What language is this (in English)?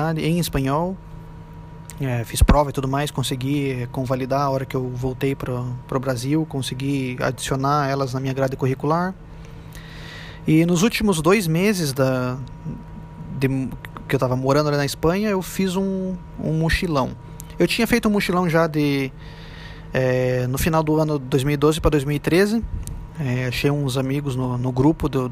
Portuguese